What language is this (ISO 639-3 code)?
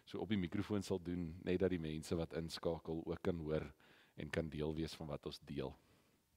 afr